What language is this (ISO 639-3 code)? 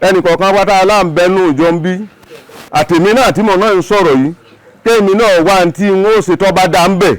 yor